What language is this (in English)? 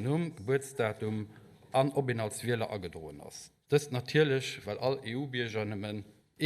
Luxembourgish